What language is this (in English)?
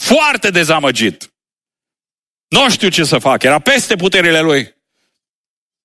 Romanian